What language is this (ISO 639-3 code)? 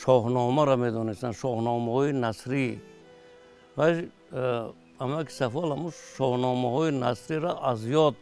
tgk